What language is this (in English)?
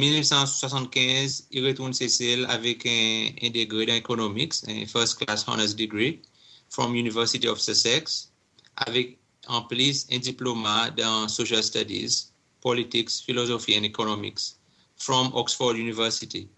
Seselwa Creole French